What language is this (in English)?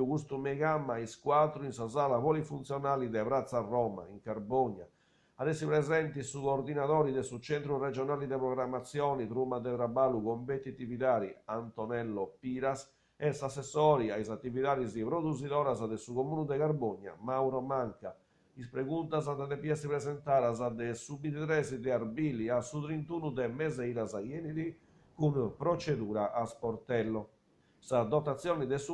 Sardinian